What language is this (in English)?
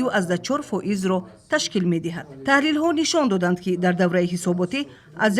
Tajik